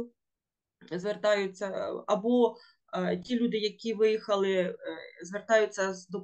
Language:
Ukrainian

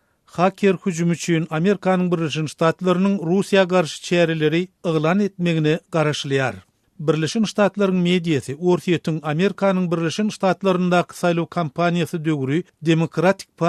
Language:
Turkmen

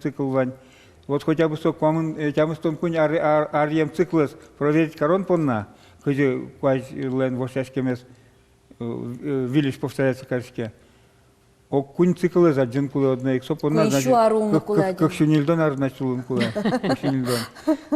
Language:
Udmurt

